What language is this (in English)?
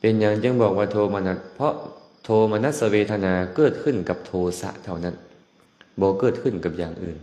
Lao